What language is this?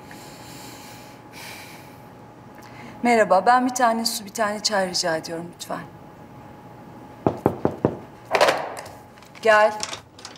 Turkish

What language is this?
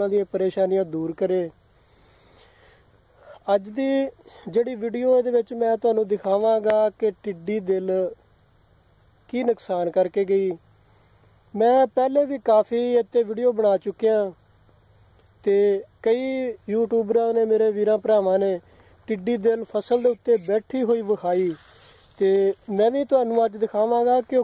Punjabi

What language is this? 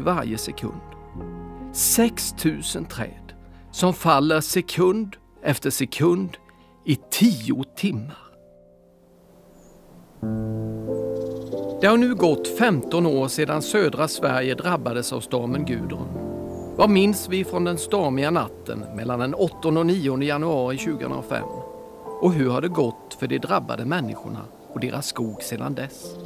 Swedish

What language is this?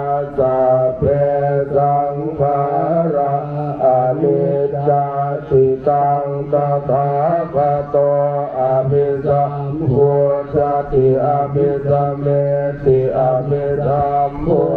Pali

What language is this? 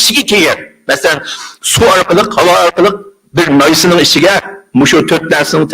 Uyghur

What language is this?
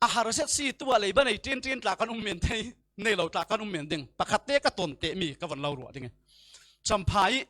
Falam Chin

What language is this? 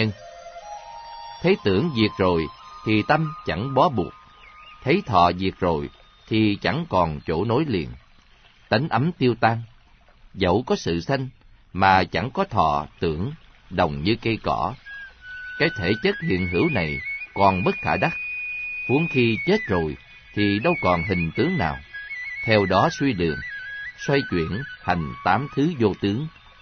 Vietnamese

